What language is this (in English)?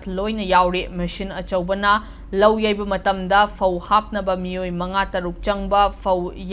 Manipuri